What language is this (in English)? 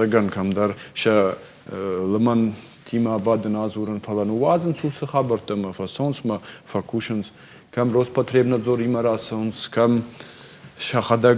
Ossetic